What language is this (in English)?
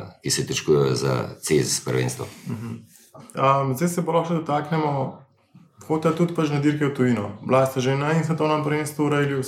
Slovenian